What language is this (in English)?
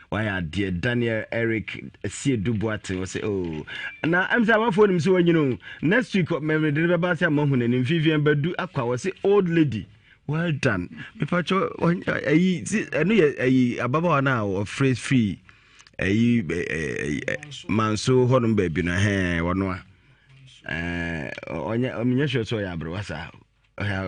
Akan